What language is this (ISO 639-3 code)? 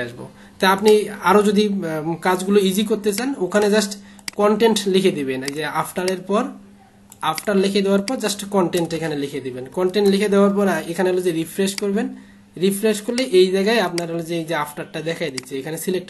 ben